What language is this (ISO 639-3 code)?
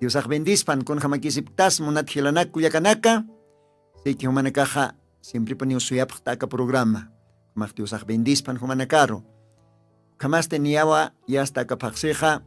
aym